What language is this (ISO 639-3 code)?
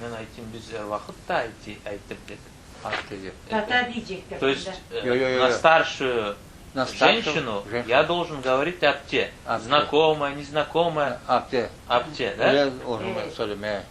crh